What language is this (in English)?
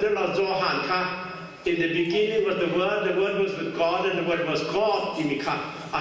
Hakha Chin